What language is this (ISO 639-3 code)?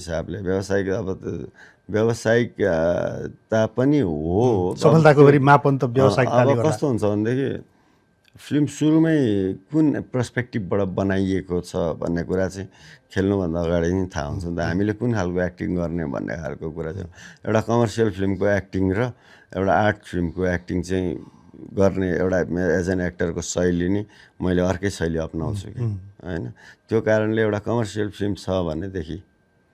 nep